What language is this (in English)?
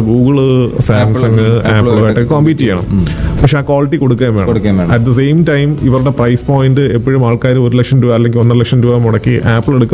Malayalam